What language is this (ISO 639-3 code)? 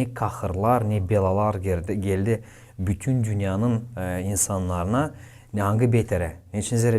gag